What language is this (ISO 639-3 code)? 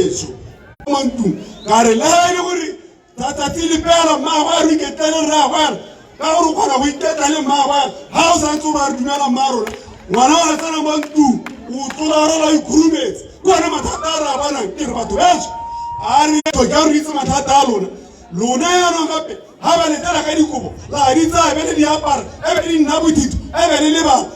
tsn